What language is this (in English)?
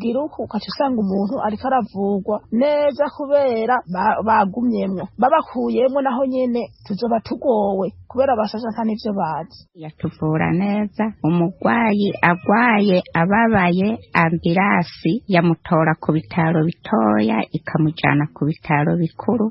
Rundi